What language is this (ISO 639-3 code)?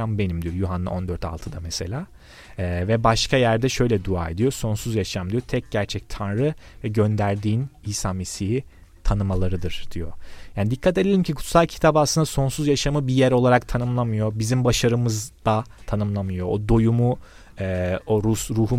tur